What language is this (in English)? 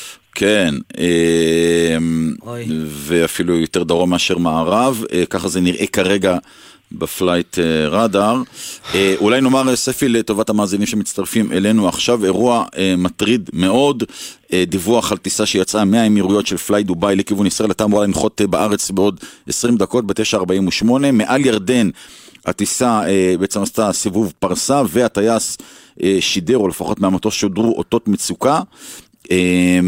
Hebrew